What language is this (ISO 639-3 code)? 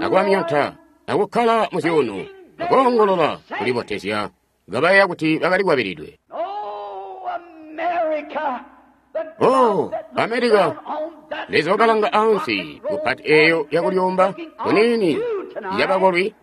toi